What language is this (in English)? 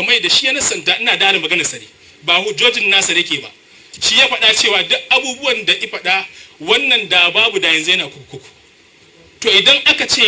Hausa